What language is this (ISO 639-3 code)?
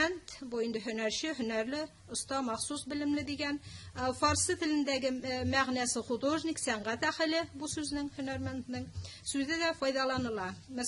tat